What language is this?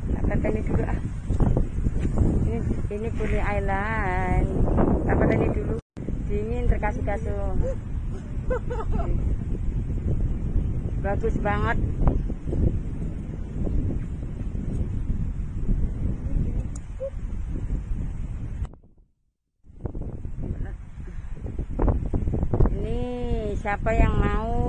Indonesian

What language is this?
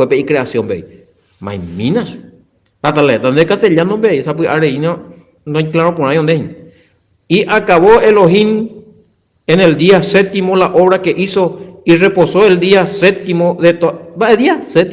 Guarani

